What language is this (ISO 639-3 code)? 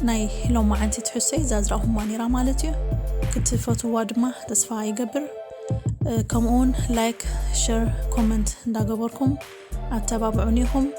tir